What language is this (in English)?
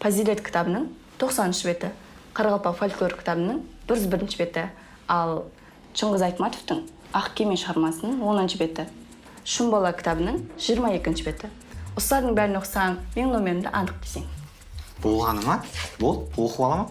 Kara-Kalpak